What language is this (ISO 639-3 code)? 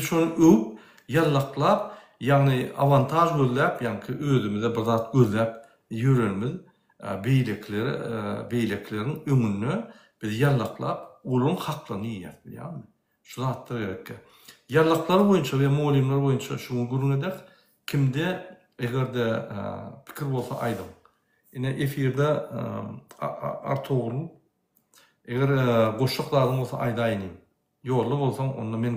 tuk